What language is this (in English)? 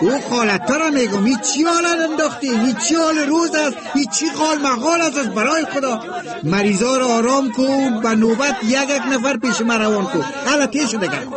Persian